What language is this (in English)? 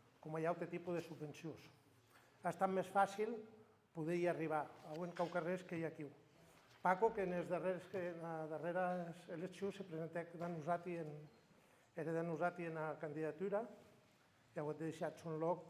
Occitan